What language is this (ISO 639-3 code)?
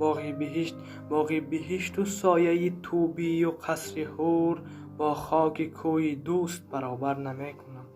tgk